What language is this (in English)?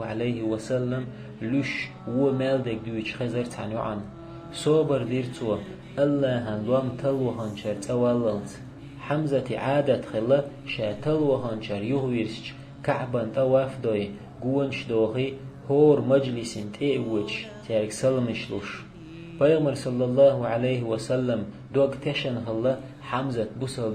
Chechen